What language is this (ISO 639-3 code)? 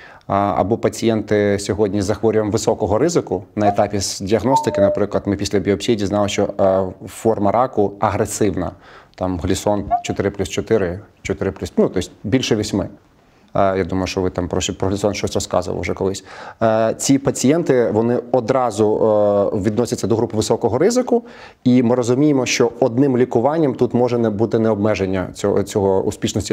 ukr